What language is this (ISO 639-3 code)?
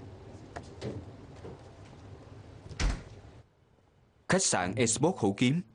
vie